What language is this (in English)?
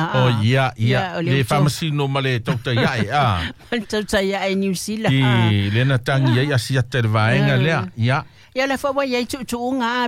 Samoan